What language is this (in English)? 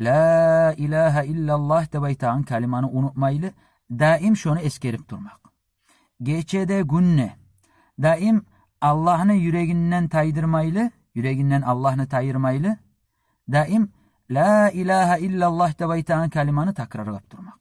Kumyk